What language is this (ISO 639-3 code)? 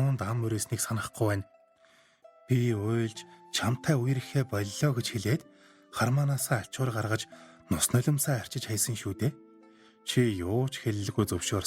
mon